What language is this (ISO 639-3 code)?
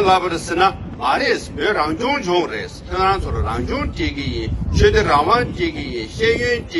bod